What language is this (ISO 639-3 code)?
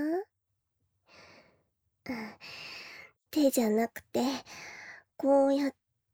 jpn